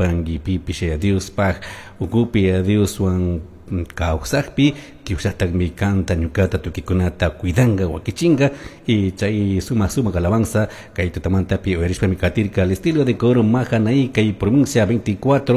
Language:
Chimborazo Highland Quichua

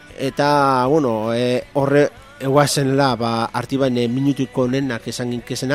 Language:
Basque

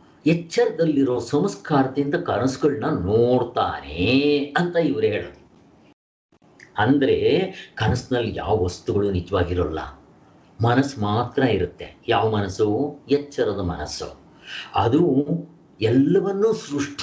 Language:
Kannada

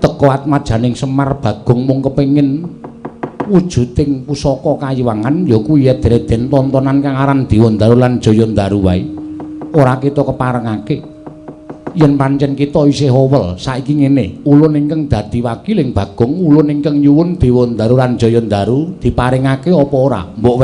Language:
Javanese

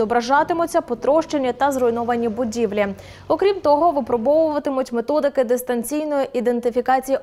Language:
Ukrainian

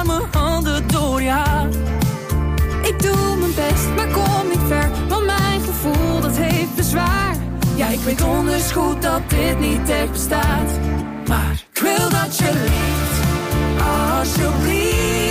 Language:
Dutch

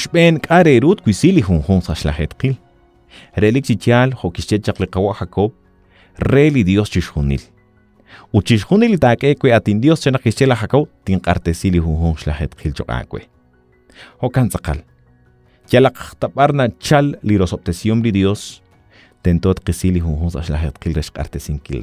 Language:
Kekchí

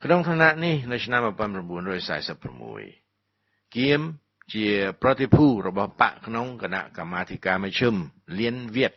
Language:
Khmer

